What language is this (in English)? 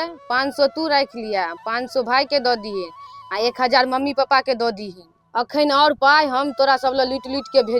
Maithili